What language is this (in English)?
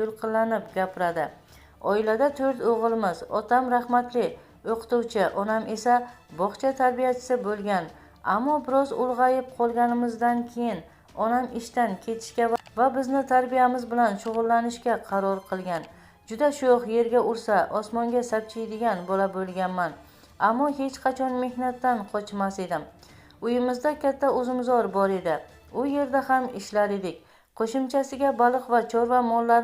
Uzbek